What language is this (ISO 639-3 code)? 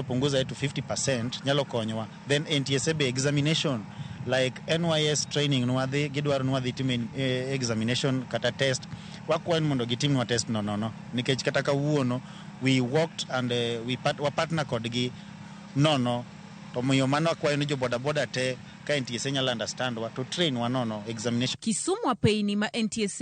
luo